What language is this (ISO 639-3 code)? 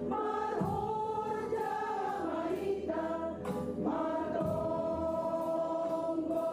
bts